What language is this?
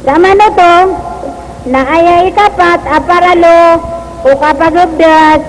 Maranao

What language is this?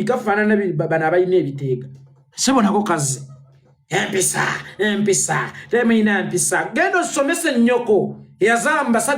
Ganda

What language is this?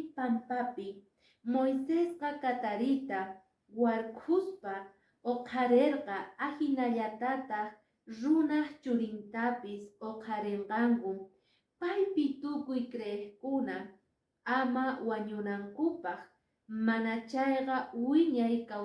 Quechua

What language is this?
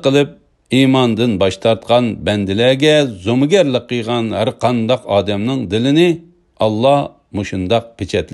Uyghur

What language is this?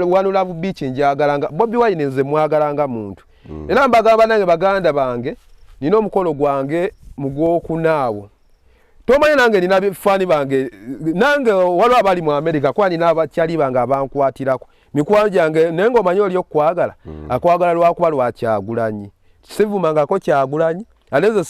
Ganda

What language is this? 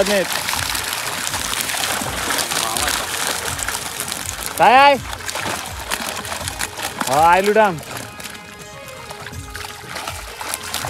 Marathi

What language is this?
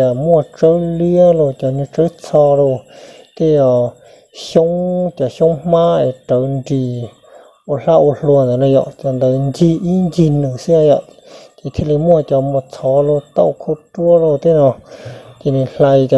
Hmong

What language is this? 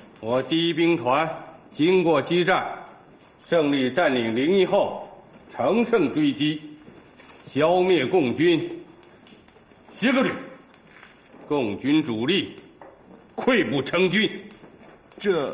Chinese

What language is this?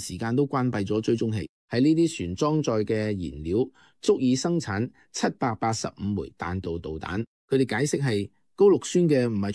Cantonese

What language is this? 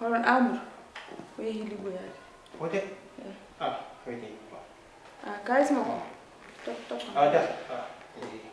Fula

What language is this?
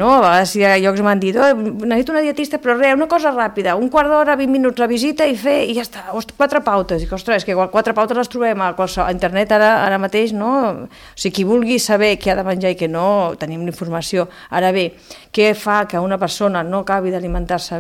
Catalan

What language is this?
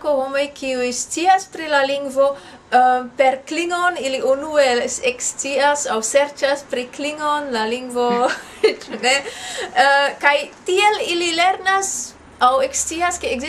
Esperanto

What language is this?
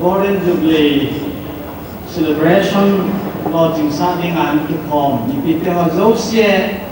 Paite Chin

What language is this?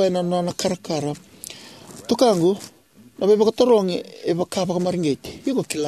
Fijian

